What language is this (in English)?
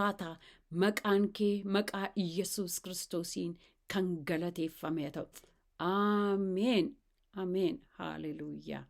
Oromo